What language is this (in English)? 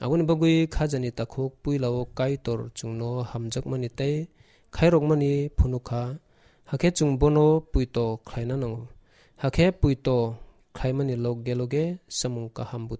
Kok Borok